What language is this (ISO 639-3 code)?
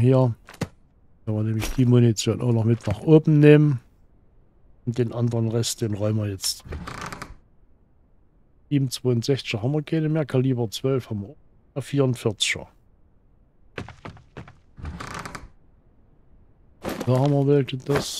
deu